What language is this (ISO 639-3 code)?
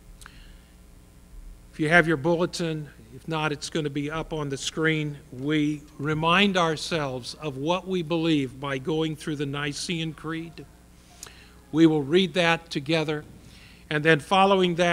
eng